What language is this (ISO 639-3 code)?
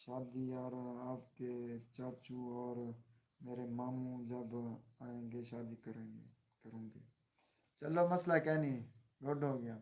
skr